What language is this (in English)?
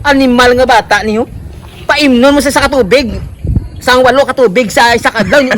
Hiligaynon